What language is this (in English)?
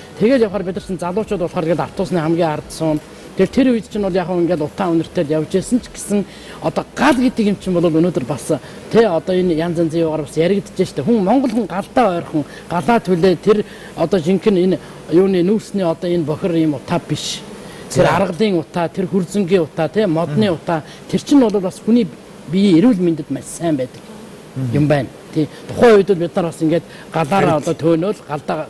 Mongolian